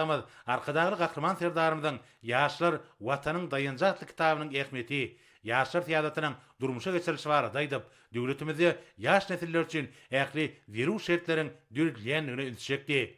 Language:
Turkmen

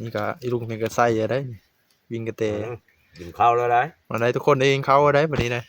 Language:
Northeastern Thai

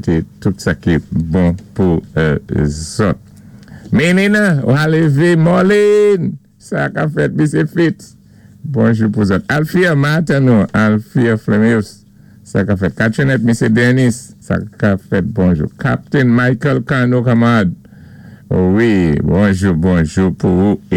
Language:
Saint Lucian Creole French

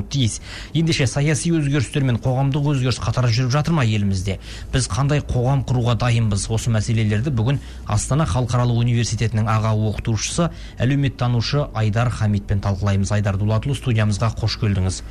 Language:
Kazakh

